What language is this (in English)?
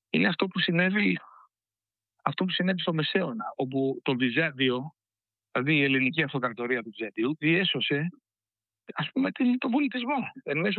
Greek